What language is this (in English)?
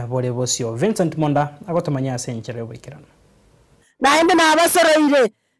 Gusii